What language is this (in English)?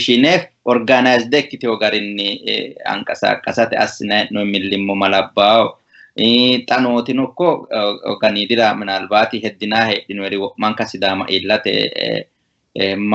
Sidamo